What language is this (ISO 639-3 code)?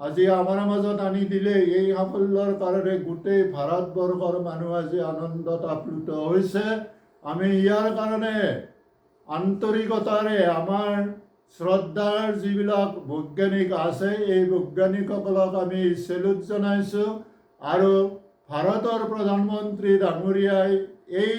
asm